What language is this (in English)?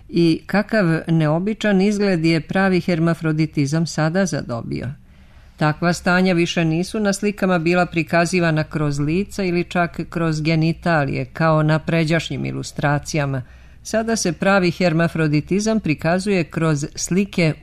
Serbian